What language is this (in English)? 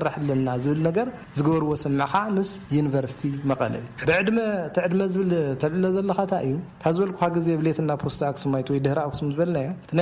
Tigrinya